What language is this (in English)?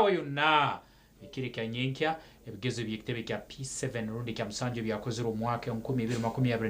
Nyankole